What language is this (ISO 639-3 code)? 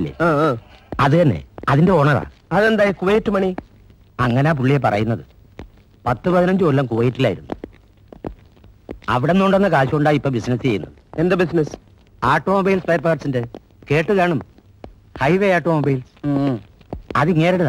mal